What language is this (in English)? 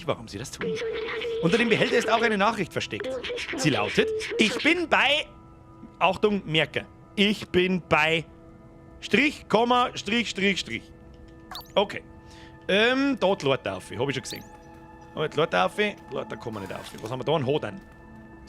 Bavarian